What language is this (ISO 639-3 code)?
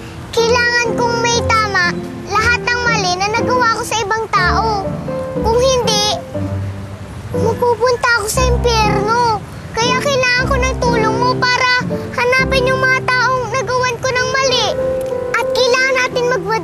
fil